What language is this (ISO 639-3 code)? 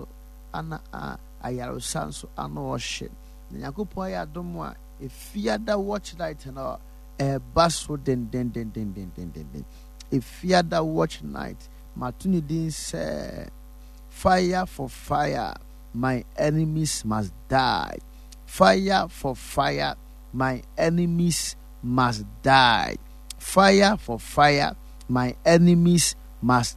aka